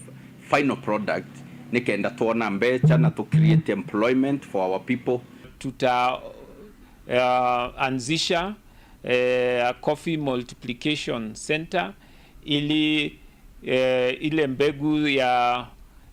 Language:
Meru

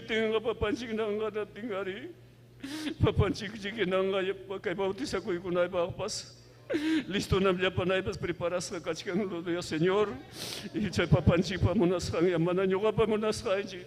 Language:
Ayacucho Quechua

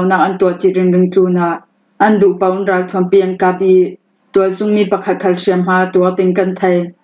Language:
Falam Chin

